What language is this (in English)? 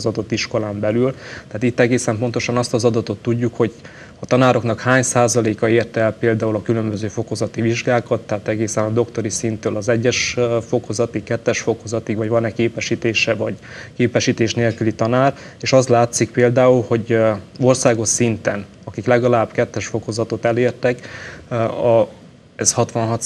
Hungarian